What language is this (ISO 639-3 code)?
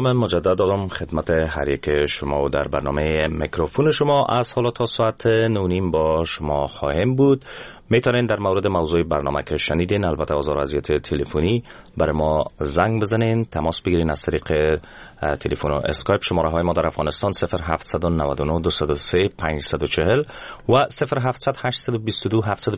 fas